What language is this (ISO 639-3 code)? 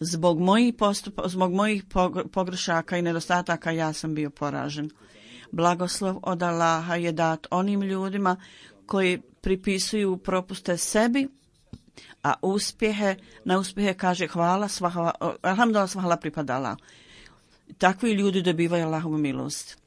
bos